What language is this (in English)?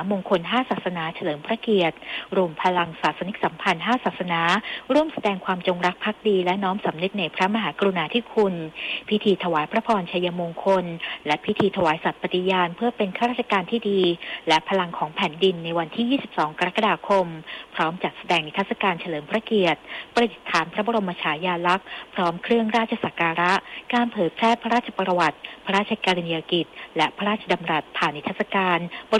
Thai